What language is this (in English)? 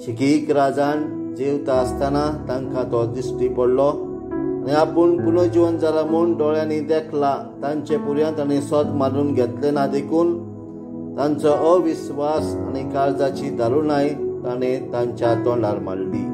Konkani